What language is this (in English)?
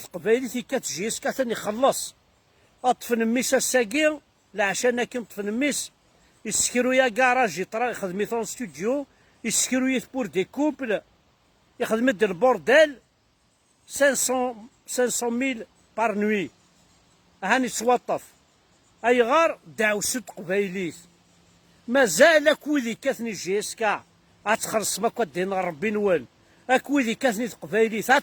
Kabyle